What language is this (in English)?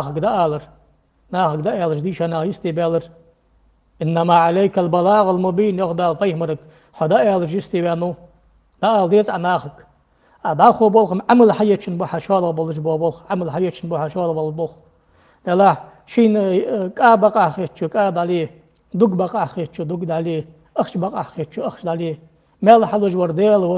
Ingush